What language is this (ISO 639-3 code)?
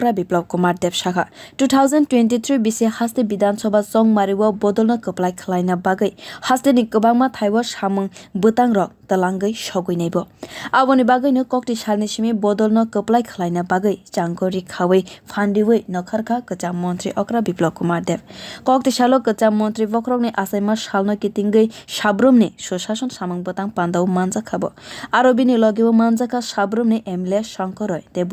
trp